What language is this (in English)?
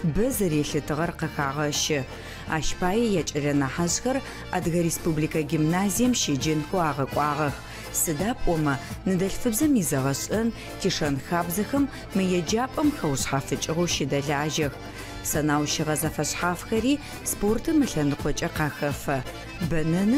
Adyghe